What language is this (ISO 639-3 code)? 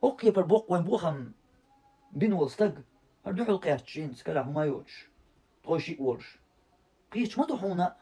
che